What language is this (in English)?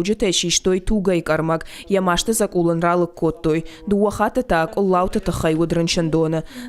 Ossetic